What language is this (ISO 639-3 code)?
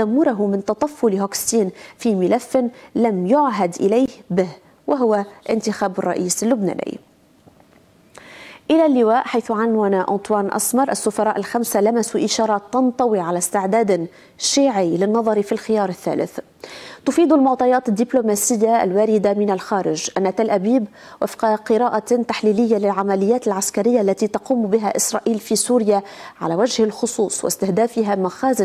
ara